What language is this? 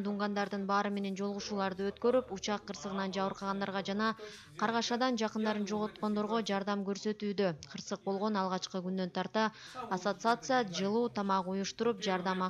Kyrgyz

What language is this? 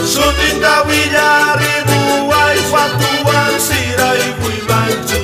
South Bolivian Quechua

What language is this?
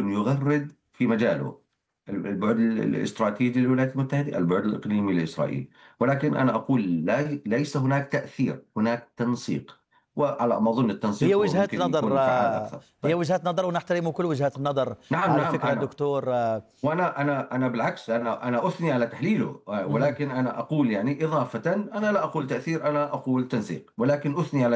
Arabic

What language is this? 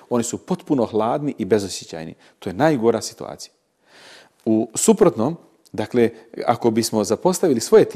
Bosnian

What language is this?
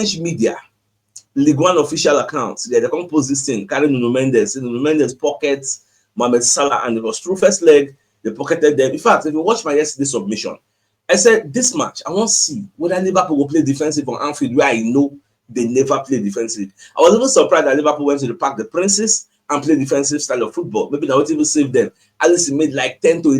Nigerian Pidgin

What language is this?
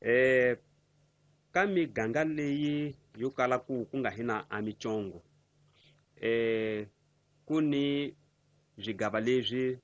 Tsonga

